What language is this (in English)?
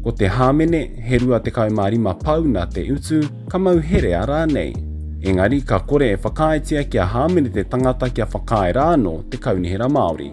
Māori